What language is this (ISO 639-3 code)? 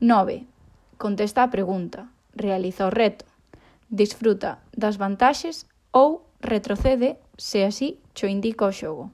glg